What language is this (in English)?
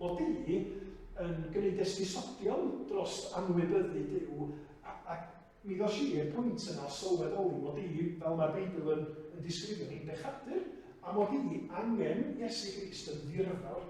Welsh